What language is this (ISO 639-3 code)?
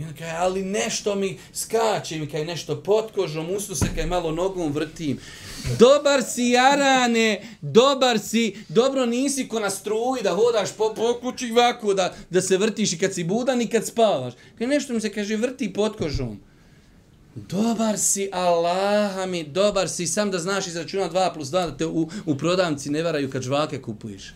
bos